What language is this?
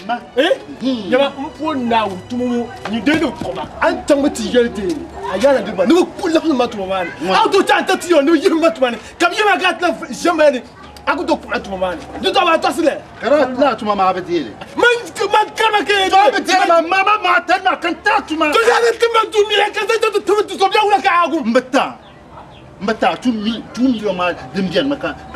Dagbani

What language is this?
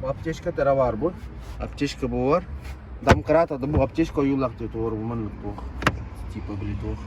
Yakut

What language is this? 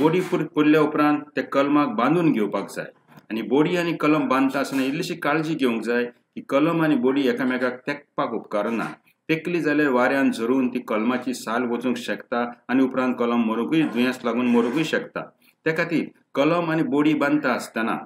Konkani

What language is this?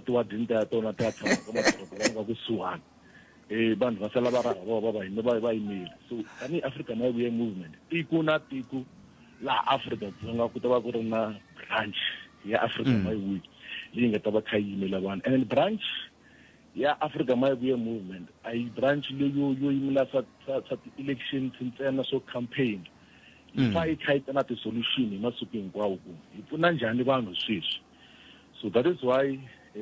Tsonga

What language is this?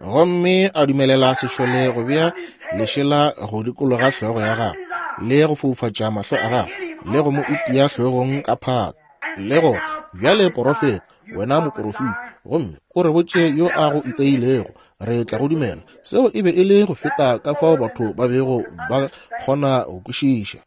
Northern Sotho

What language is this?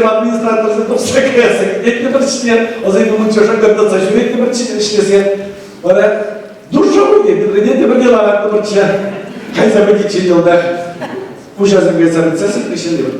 Chuvash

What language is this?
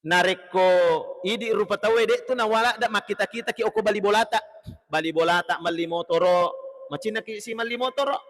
Buginese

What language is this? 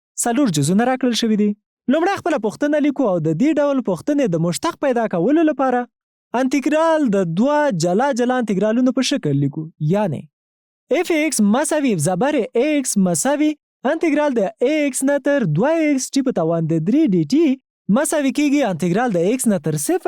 Pashto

